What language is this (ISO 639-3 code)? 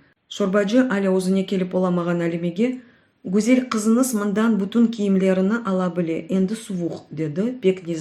crh